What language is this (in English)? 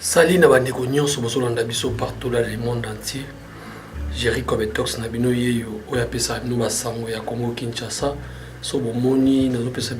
Lingala